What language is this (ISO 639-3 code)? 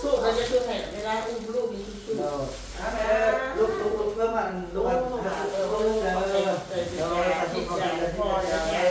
tts